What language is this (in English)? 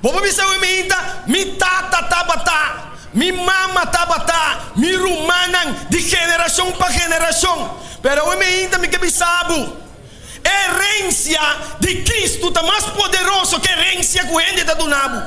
Papiamento